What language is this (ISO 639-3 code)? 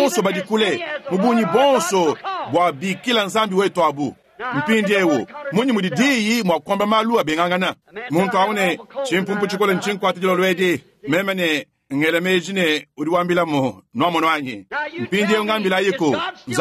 lua